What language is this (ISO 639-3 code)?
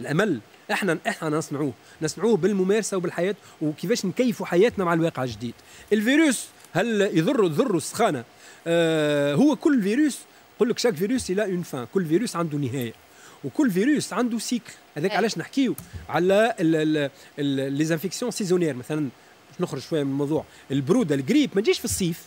aeb